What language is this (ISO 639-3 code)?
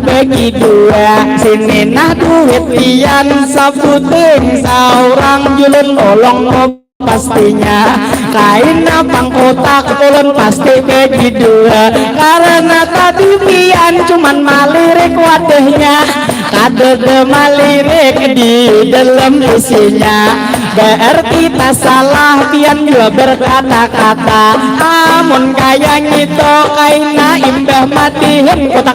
bjn